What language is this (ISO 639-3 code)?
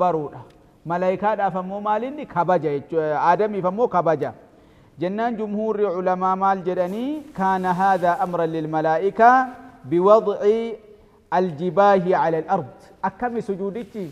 orm